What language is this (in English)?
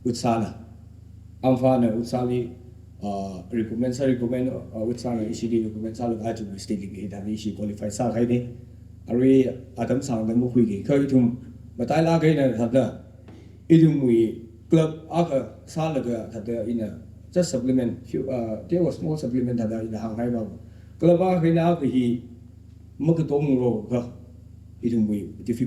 Tangkhul Naga (India)